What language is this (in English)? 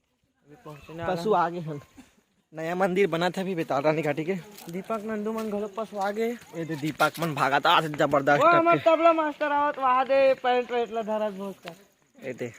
Chhattisgarhi